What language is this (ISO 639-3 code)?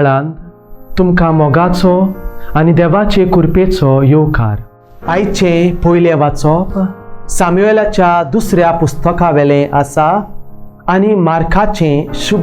kok